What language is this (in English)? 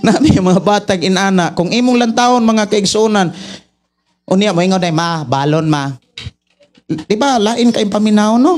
Cebuano